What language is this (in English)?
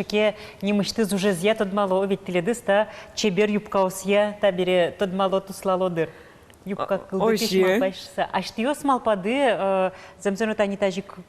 Udmurt